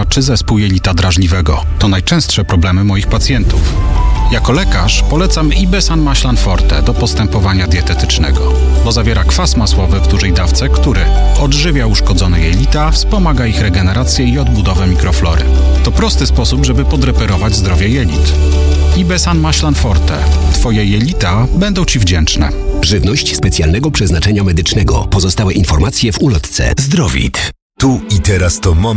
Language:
Polish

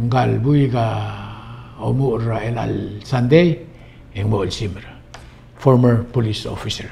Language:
Palauan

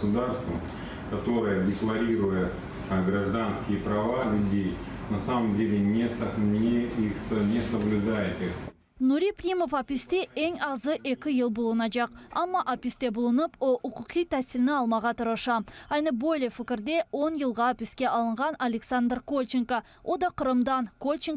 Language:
Crimean Tatar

